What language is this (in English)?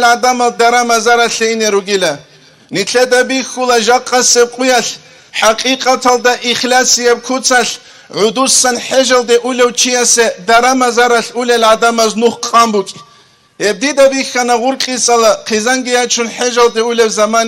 Avaric